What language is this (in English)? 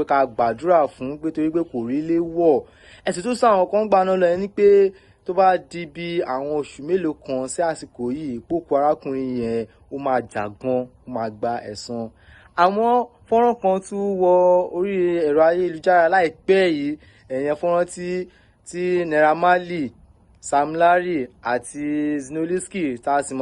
Yoruba